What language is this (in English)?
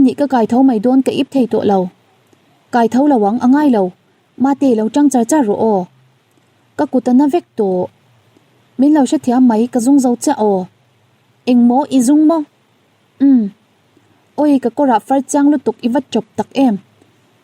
Mizo